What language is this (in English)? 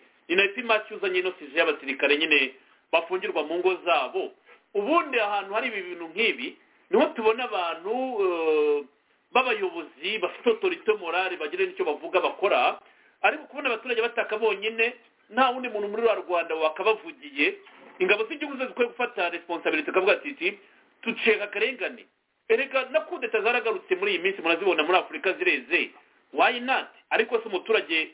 Kinyarwanda